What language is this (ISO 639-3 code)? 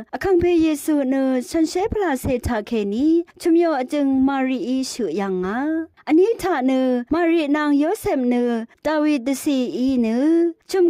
raw